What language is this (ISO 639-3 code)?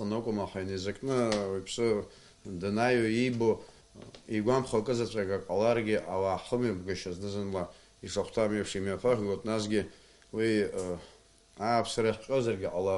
abk